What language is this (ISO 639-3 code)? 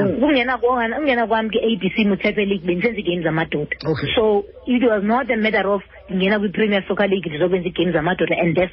xho